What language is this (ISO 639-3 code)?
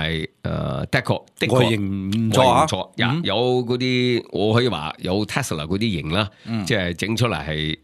yue